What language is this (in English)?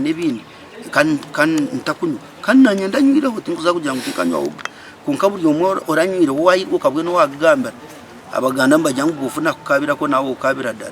Nyankole